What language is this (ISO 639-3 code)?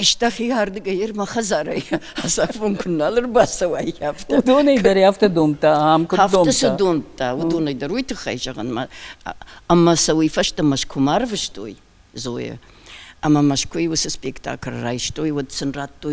oss